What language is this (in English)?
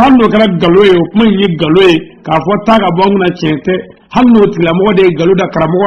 Bambara